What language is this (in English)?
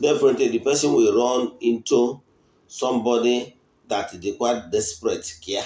Igbo